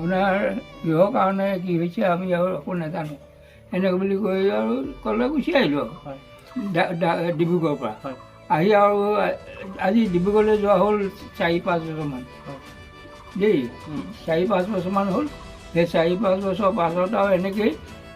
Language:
Assamese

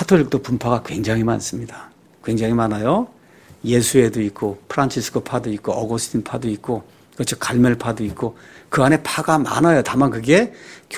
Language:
Korean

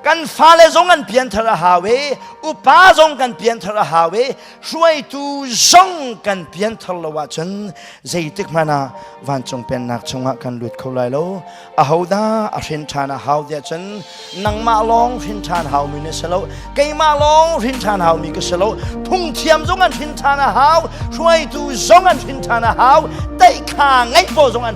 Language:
Hakha Chin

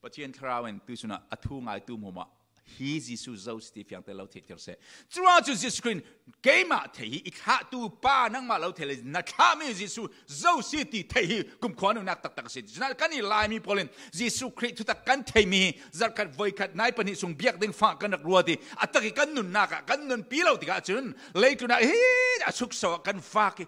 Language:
Falam Chin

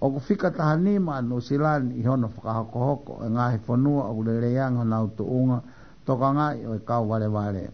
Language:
Tongan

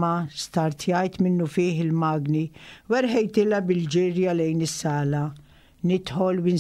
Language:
Maltese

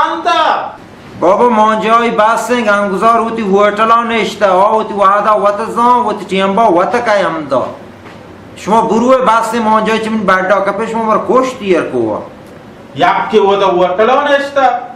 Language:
Baluchi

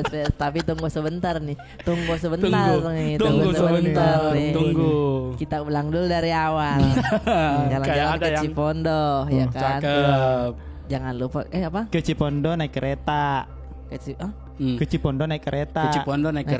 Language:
Makassar Malay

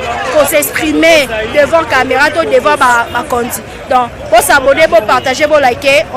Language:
Lingala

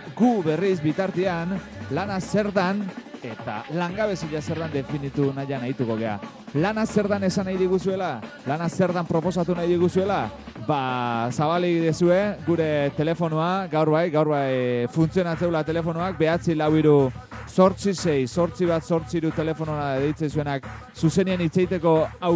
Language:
Basque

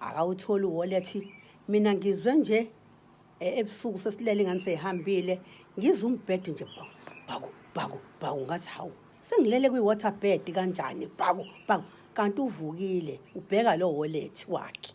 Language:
Zulu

